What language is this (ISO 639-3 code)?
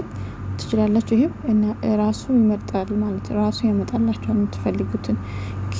amh